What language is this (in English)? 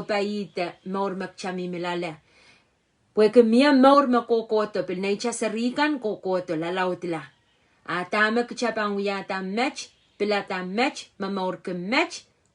Pohnpeian